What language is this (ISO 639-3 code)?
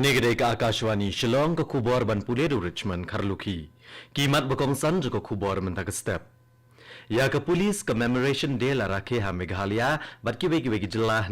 kha